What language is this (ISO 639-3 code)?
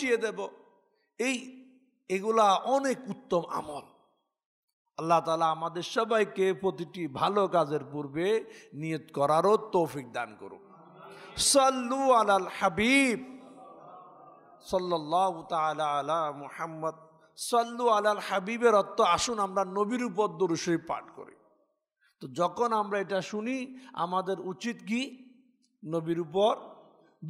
ben